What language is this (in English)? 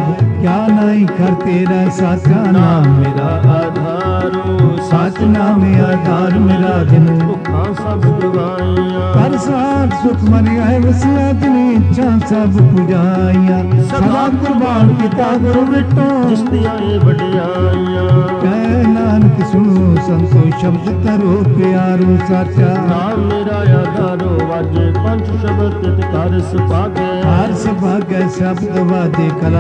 Punjabi